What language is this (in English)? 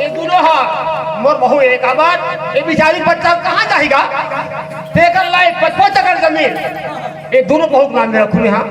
Chhattisgarhi